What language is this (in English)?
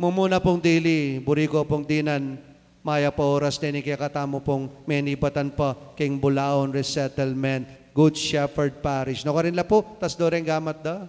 Pampanga